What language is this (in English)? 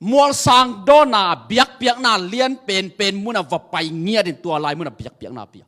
Tedim Chin